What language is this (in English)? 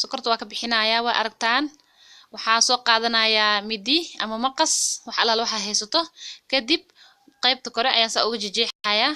Somali